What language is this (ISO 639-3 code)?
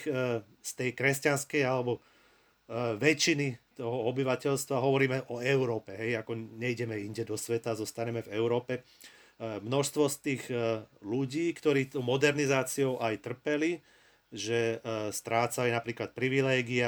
slk